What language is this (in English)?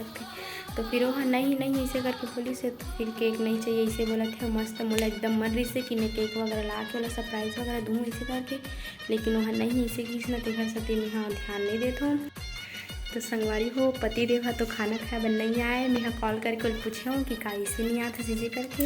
Chhattisgarhi